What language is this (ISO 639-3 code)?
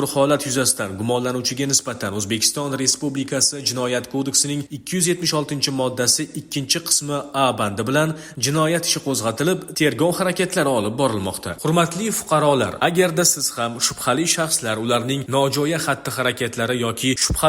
uzb